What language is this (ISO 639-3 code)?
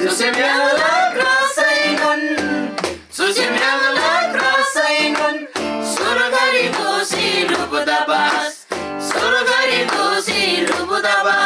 taj